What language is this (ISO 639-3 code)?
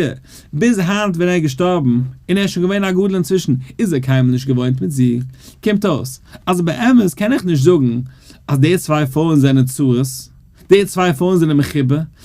yid